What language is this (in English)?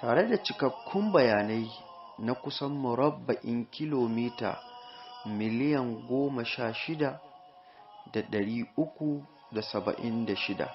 Hausa